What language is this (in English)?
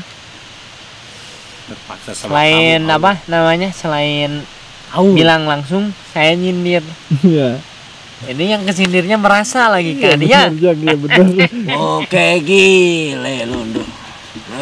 Indonesian